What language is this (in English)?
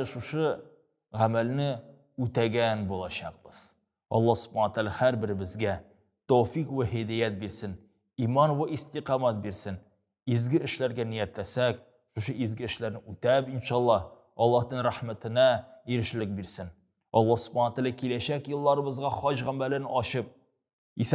Tatar